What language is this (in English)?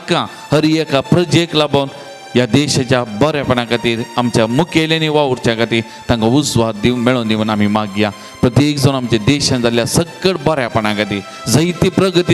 Konkani